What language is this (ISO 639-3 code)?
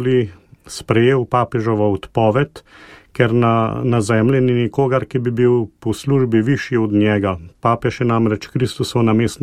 slv